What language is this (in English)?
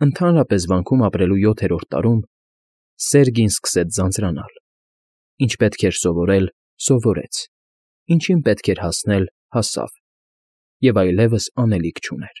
Armenian